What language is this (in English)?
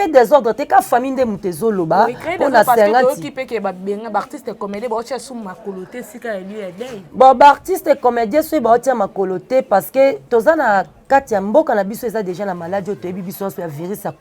Lingala